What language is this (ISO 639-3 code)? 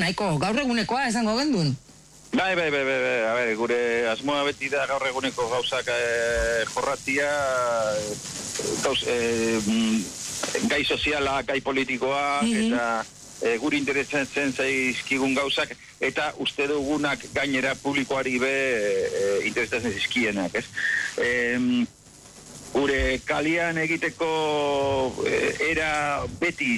eus